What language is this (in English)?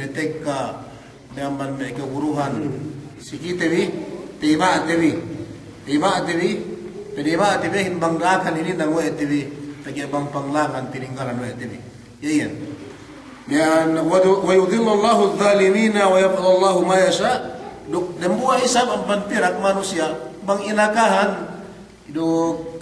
Yakan